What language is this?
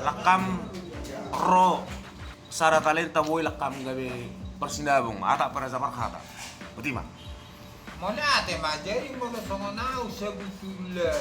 Batak Toba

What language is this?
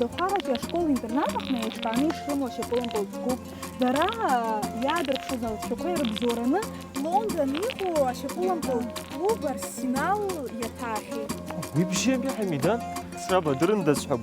Abkhazian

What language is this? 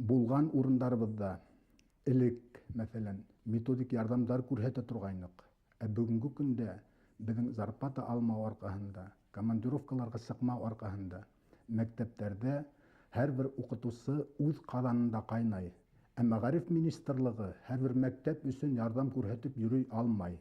Bashkir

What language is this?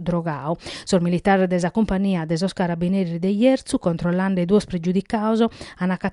Sardinian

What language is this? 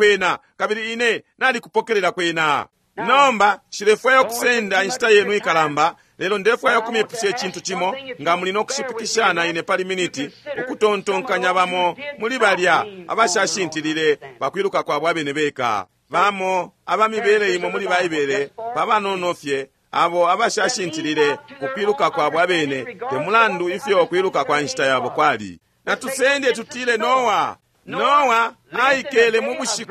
Bemba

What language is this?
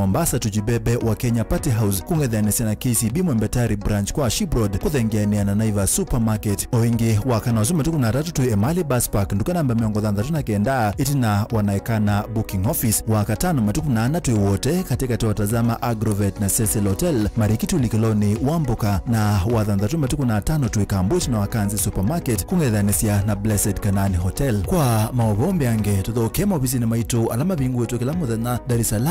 Kamba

